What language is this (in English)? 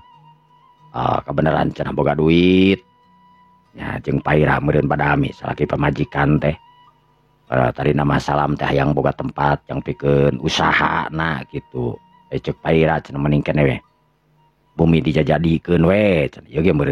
Sundanese